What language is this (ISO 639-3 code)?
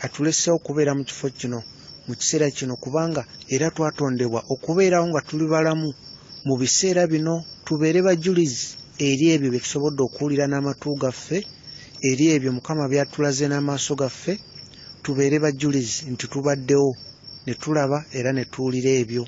lug